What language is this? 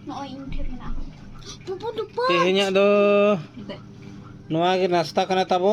Santali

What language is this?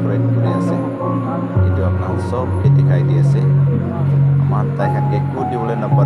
Naga Pidgin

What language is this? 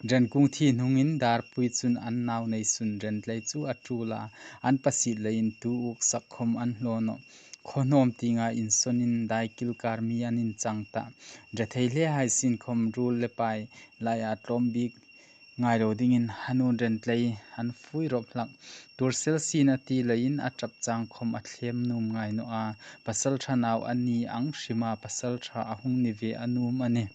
Hmar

